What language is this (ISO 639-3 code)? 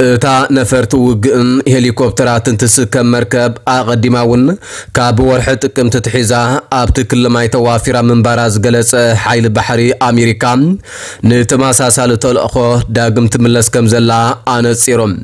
tir